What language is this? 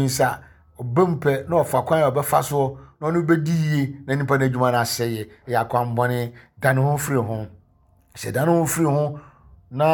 Akan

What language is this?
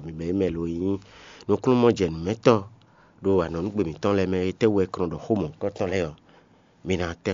Fon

